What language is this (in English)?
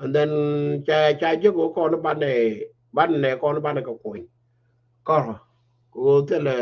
Nuer